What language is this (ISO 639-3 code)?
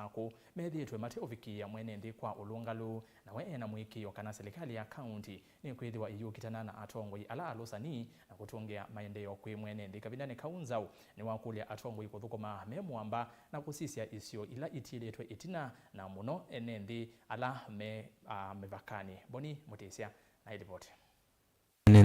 kam